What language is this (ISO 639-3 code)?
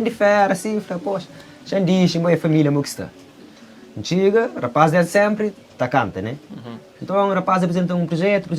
kea